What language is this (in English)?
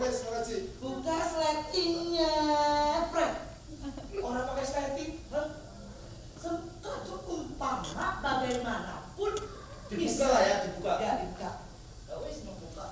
Betawi